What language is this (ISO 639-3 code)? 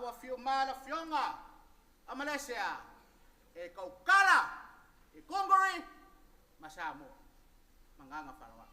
smo